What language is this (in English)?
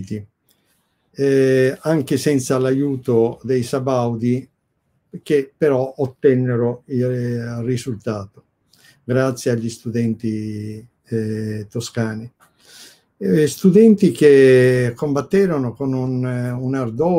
Italian